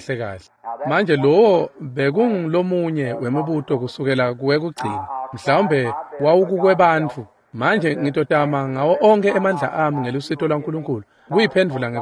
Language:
Swati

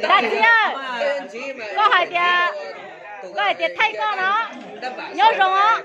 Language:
Hmong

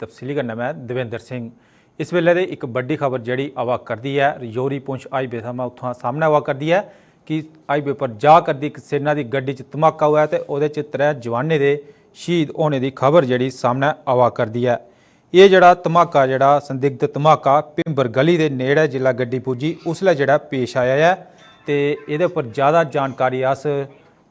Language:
Dogri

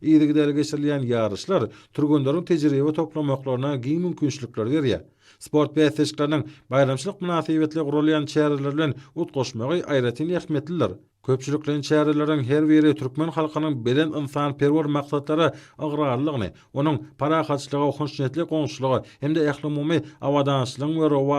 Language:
Turkmen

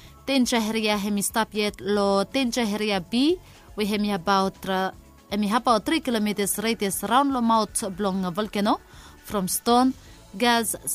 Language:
Bislama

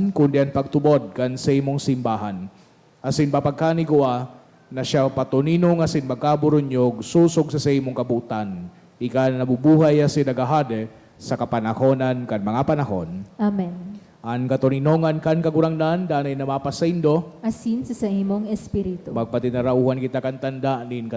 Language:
Bikol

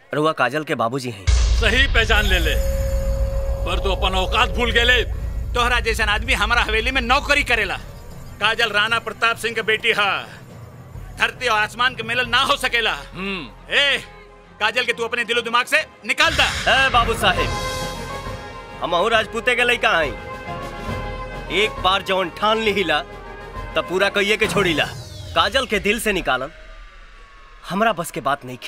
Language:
Bhojpuri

